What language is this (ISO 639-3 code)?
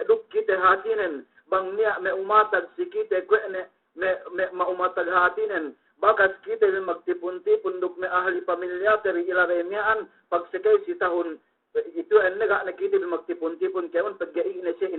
yka